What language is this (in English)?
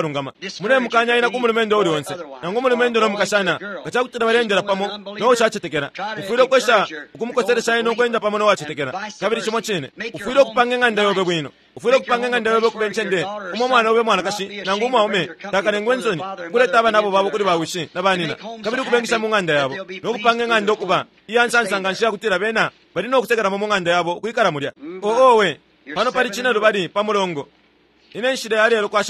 Bemba